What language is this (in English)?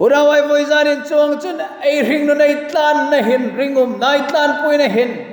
Hmar